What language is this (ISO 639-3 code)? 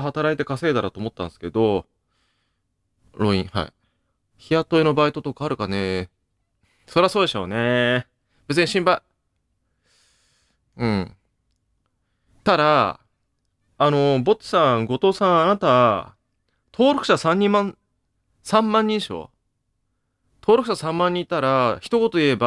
jpn